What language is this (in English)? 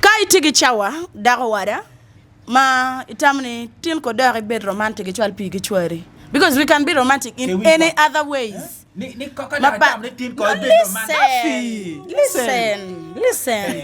Acoli